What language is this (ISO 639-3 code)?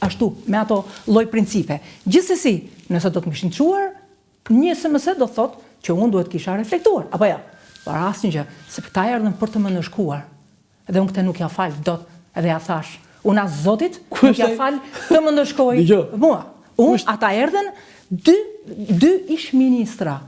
sqi